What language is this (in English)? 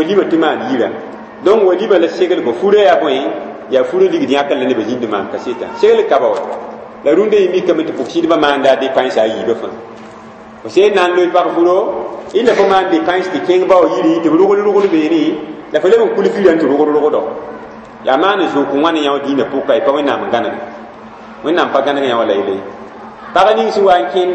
Mossi